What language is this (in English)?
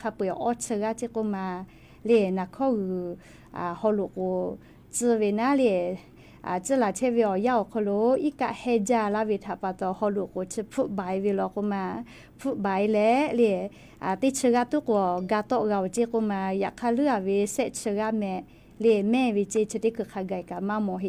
Lahu